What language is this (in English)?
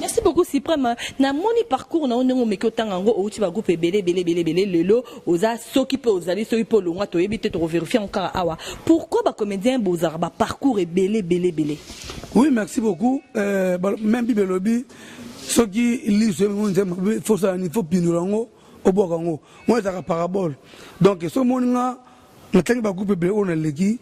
Lingala